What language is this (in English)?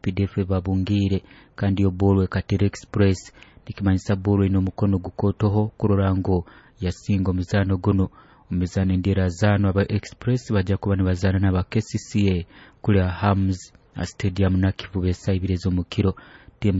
Nyoro